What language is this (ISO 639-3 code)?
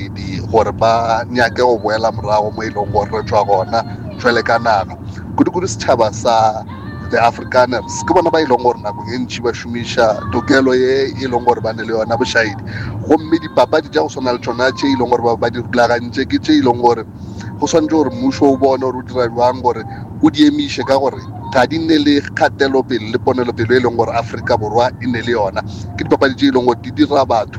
nso